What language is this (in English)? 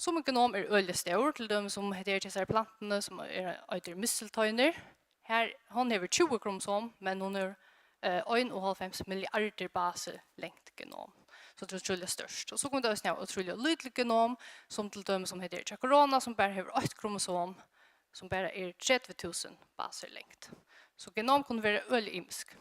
Faroese